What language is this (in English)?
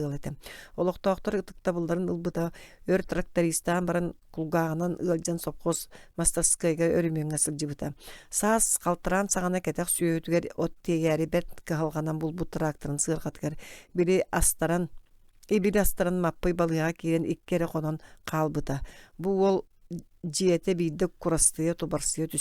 Yakut